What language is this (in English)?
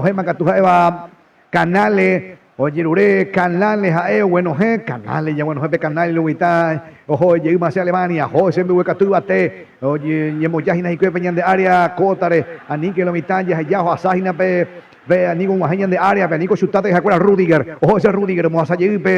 Guarani